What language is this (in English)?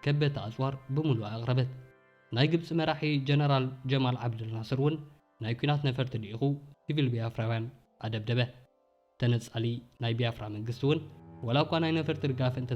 Tigrinya